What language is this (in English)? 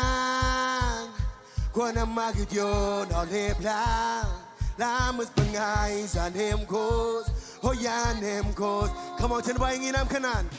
Marshallese